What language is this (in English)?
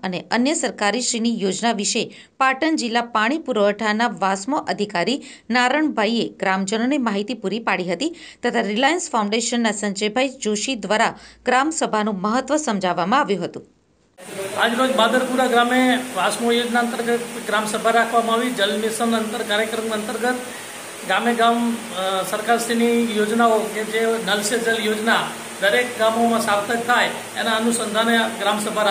Gujarati